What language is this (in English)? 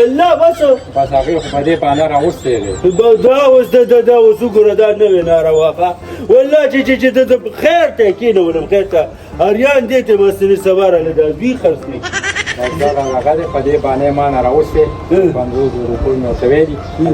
Pashto